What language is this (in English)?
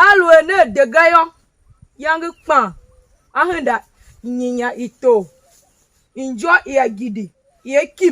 Tiv